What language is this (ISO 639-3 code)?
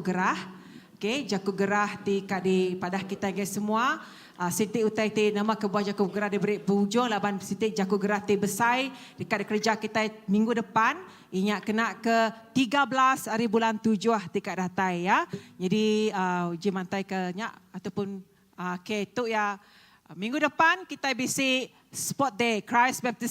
iba